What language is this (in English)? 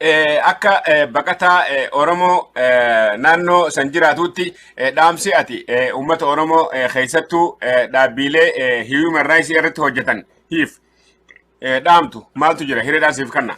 Oromo